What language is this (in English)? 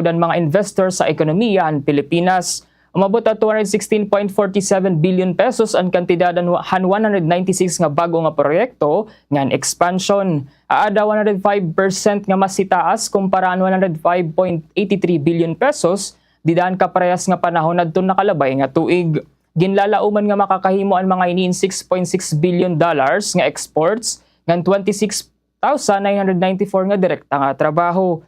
Waray